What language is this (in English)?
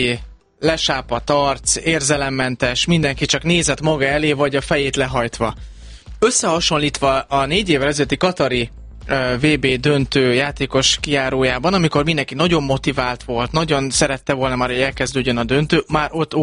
Hungarian